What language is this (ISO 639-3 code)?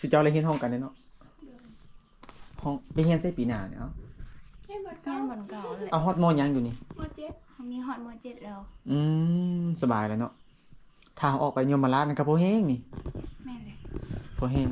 lao